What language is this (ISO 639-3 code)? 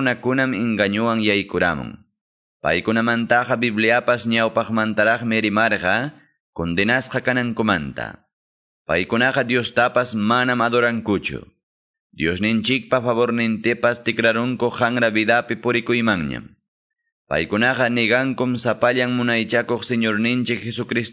que